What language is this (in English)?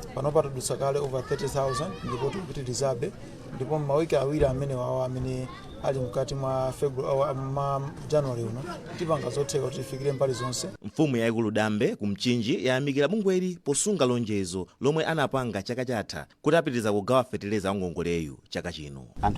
Nyanja